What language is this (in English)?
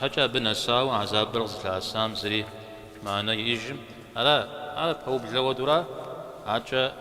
Kabardian